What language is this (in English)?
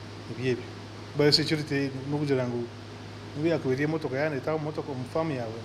Nyankole